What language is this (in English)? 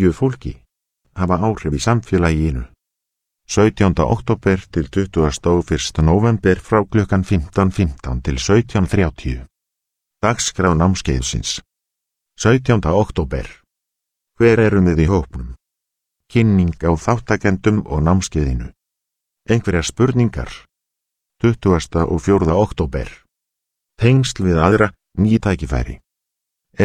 Icelandic